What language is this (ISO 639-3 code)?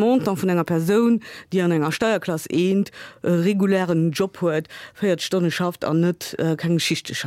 ltz